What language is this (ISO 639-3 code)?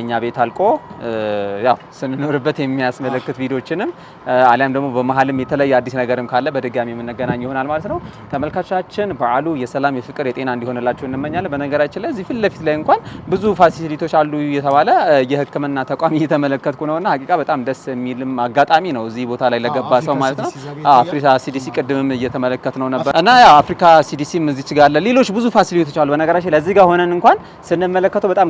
amh